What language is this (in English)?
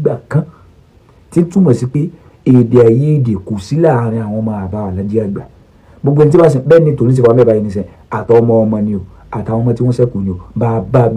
Yoruba